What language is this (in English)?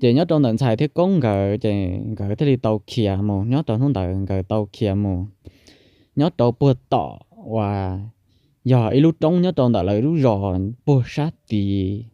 Hmong